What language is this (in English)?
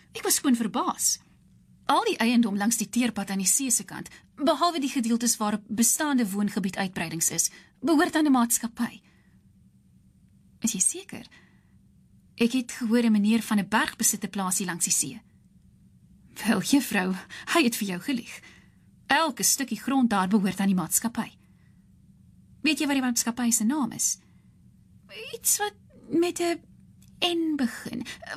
Afrikaans